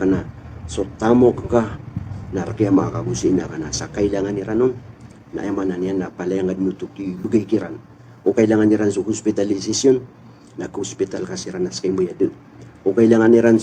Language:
Maranao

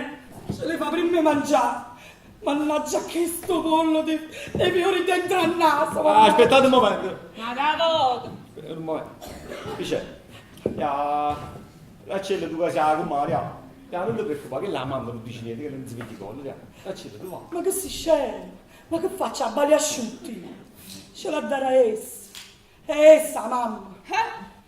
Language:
Neapolitan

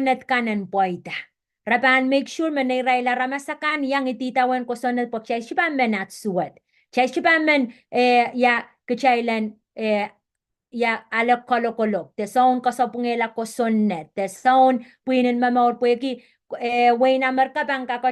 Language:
Pohnpeian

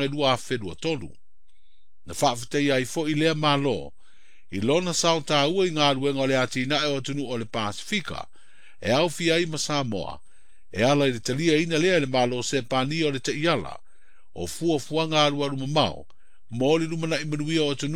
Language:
Samoan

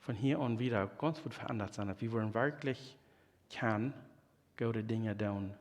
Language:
Plautdietsch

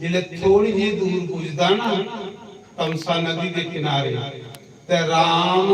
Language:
Dogri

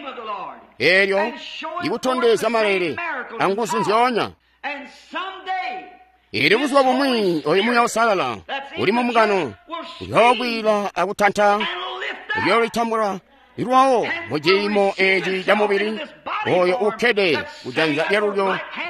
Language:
Tonga (Zambia)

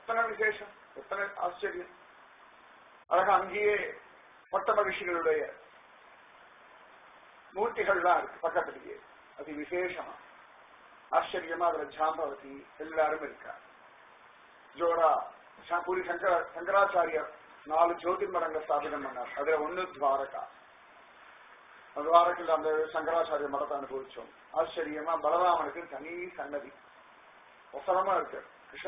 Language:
Tamil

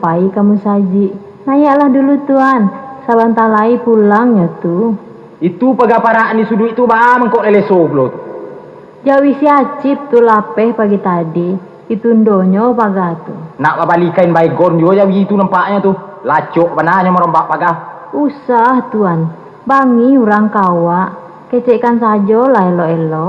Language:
Minangkabau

